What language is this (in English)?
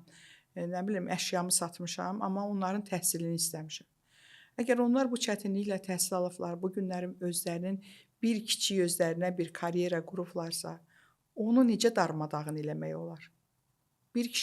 Azerbaijani